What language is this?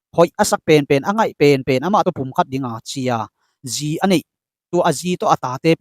Tedim Chin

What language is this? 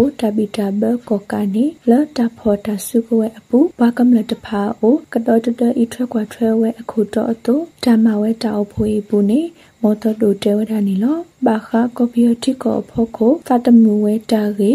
Burmese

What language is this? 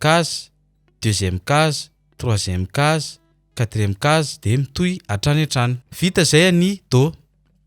Malagasy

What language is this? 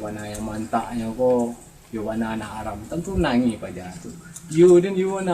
Minangkabau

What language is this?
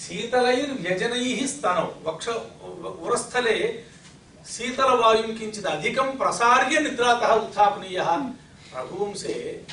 Sanskrit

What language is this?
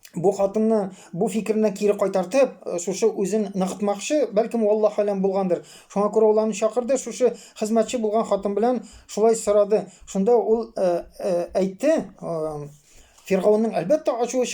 Tatar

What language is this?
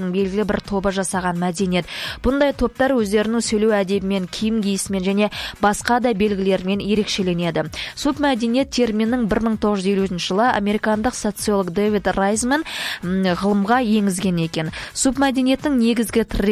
Kazakh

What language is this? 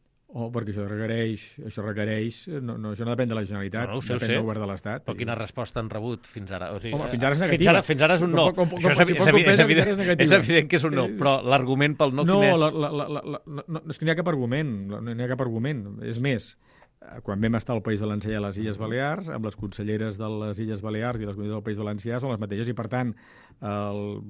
Catalan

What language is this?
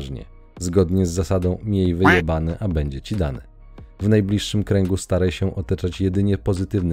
Polish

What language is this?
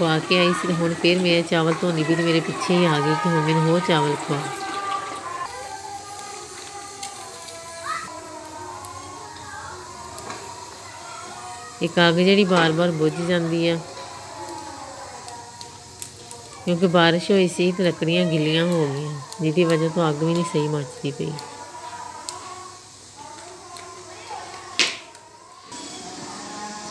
Punjabi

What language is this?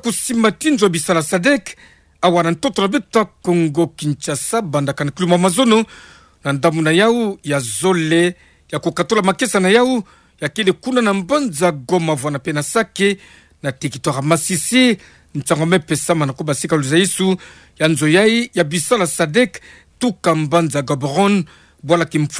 Kituba (Democratic Republic of Congo)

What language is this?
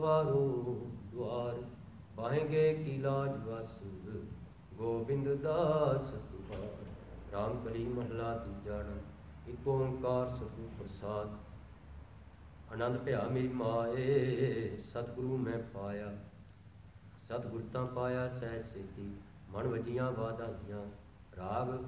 Punjabi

